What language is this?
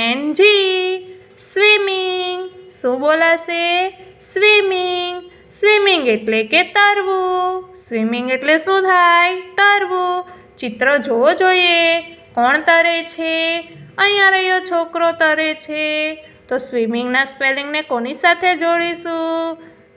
Gujarati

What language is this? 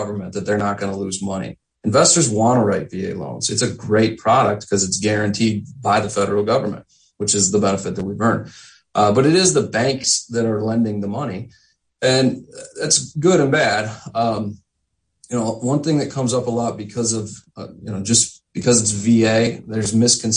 English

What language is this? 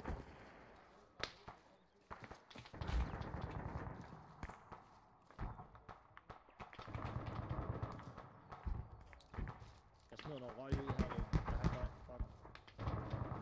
Danish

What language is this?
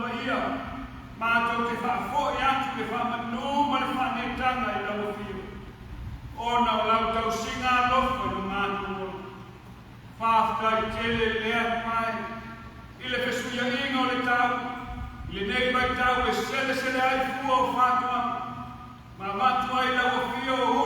Samoan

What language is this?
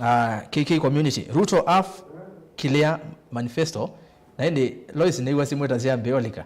Kamba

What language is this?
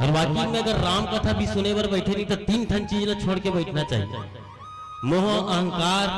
Chhattisgarhi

